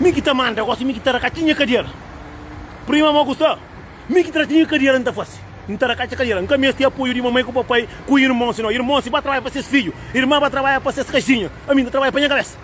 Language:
Kabuverdianu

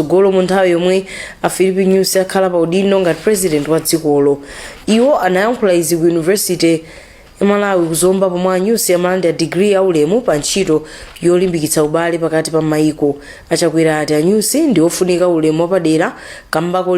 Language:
Nyanja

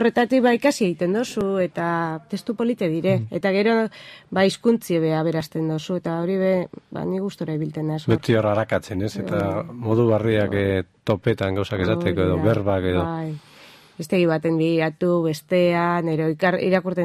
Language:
Basque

